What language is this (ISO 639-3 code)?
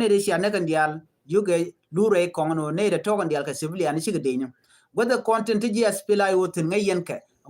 nus